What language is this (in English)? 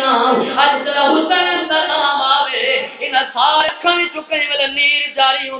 Saraiki